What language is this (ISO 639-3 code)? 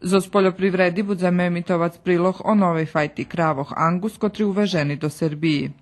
rue